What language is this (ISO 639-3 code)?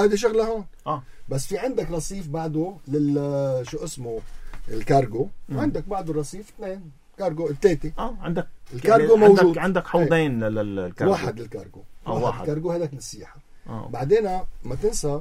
apc